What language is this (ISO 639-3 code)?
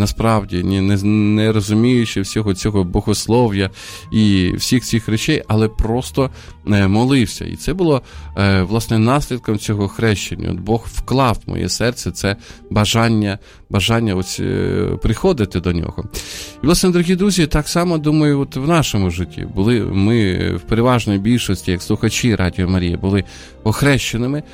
ukr